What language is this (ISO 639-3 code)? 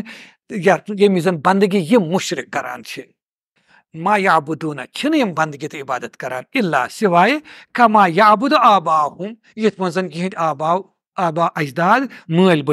kas